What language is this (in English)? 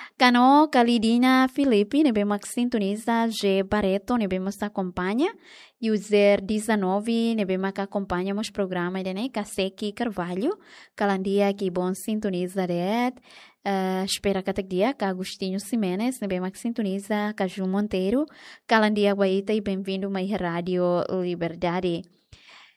Tetum